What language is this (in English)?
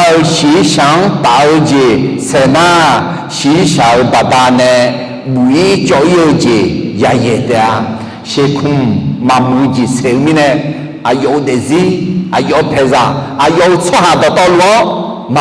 Akha